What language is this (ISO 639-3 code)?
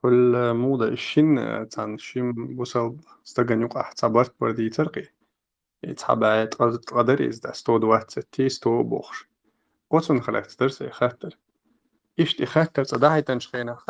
che